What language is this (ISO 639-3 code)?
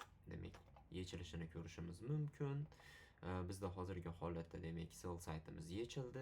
uzb